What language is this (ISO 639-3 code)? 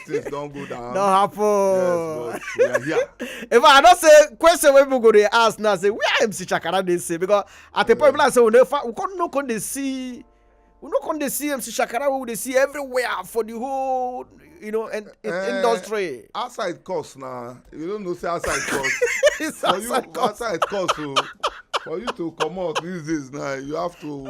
pcm